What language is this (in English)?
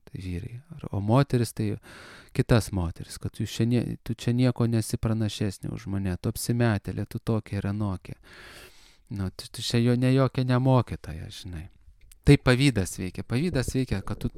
Lithuanian